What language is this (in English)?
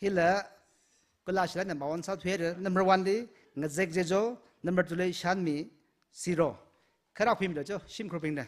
Tangkhul Naga (India)